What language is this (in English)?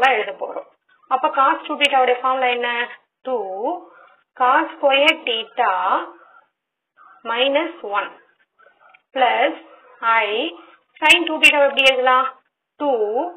Tamil